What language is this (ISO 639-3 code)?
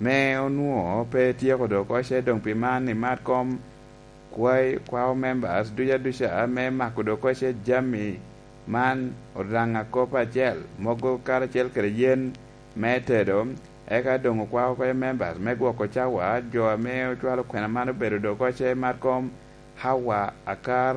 laj